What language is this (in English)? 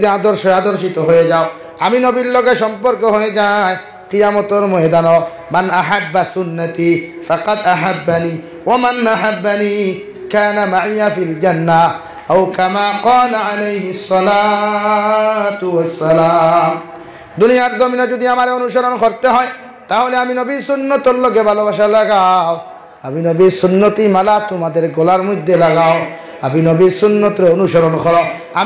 Sylheti